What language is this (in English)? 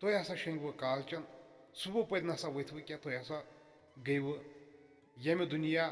Kashmiri